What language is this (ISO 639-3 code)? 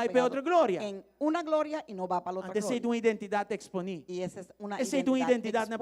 pap